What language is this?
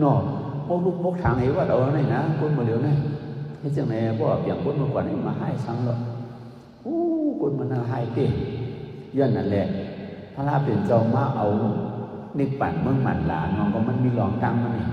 Shan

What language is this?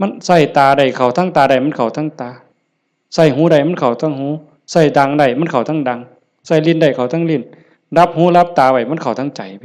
Lao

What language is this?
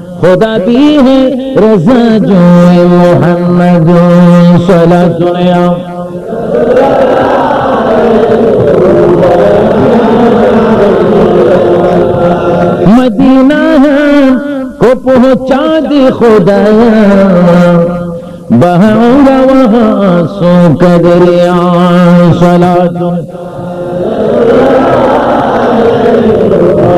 Bangla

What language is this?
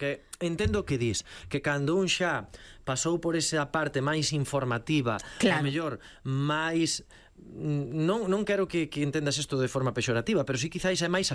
Galician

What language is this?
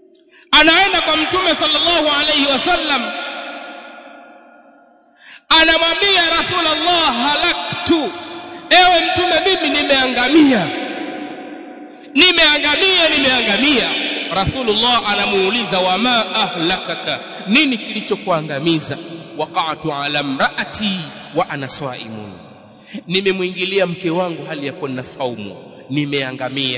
Swahili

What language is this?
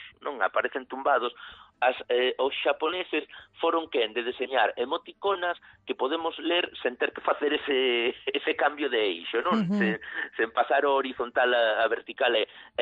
Galician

